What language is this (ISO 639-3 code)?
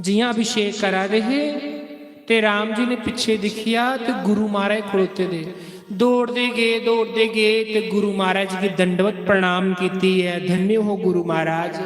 doi